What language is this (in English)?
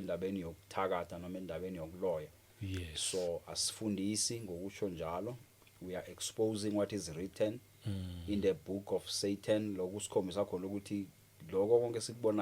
Zulu